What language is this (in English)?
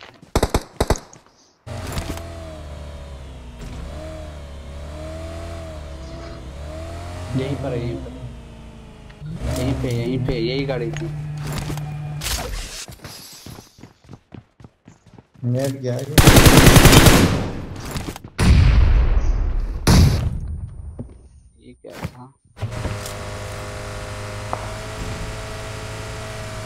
Hindi